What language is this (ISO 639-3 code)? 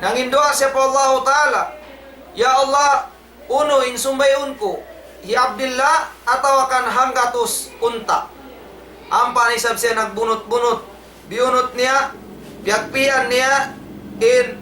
tsg